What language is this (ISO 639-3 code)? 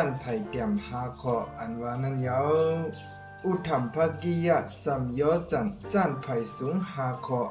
shn